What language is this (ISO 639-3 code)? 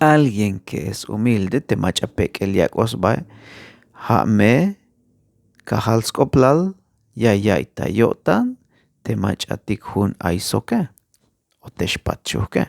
tzh